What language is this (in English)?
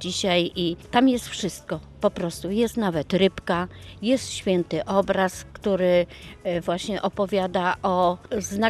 Polish